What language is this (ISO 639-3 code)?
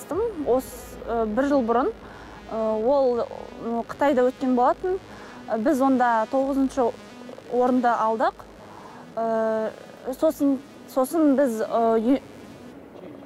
kaz